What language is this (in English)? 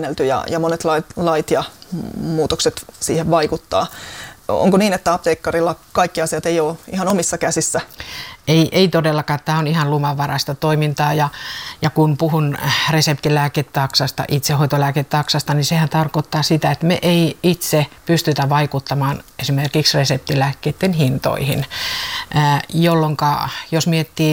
Finnish